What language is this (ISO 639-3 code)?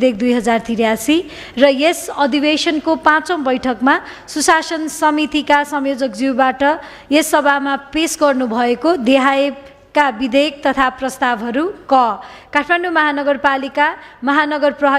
nep